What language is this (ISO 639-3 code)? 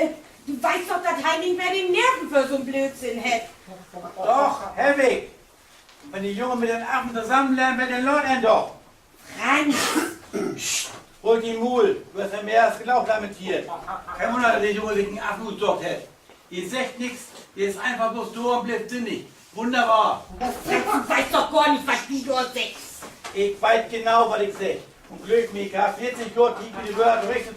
nds